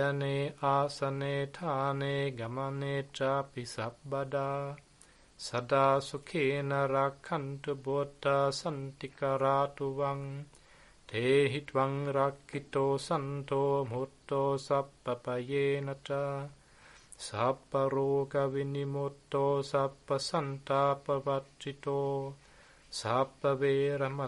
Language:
Pali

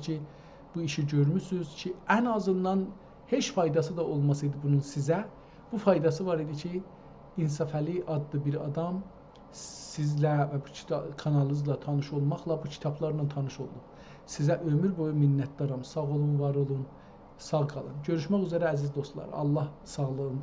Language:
South Azerbaijani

